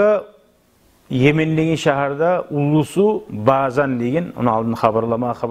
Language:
Kumyk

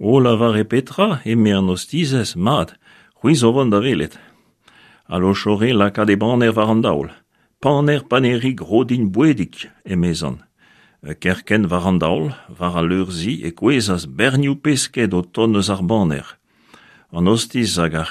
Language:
Breton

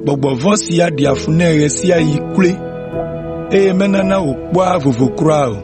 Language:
Ewe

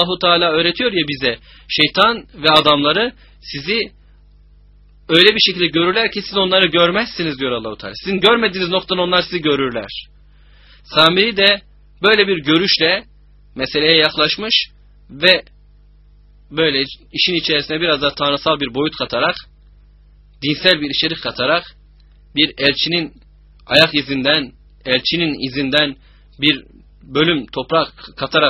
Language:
Turkish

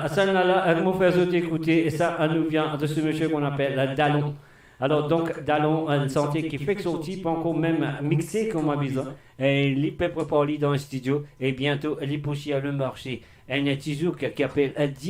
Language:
Morisyen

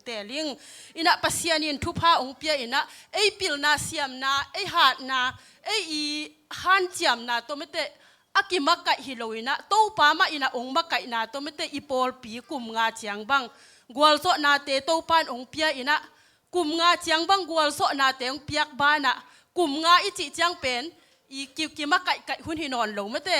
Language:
Tedim Chin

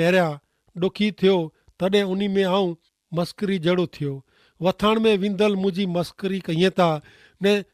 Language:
Kachhi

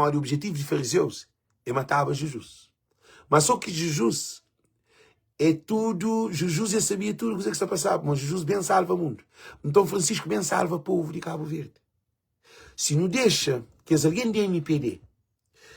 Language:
Kabuverdianu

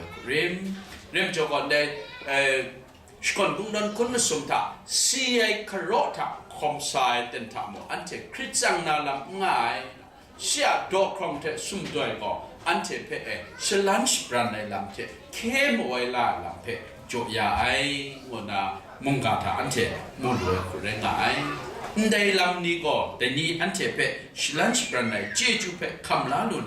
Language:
Kachin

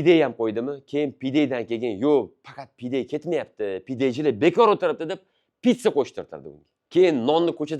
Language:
Uzbek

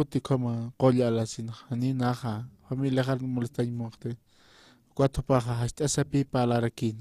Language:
Aymara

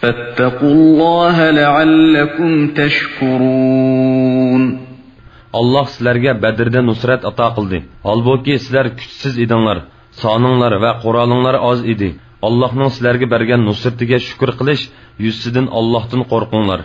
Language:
Uyghur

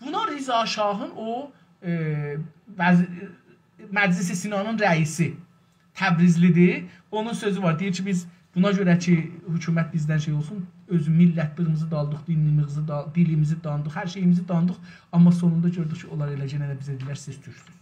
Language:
South Azerbaijani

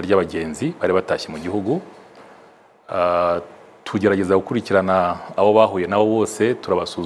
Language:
Kinyarwanda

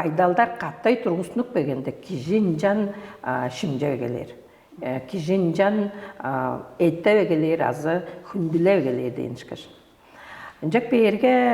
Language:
Tuvinian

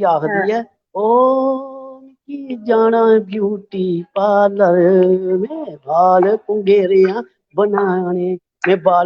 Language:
Dogri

